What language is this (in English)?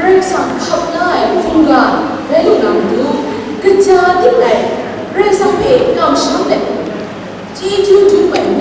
Kachin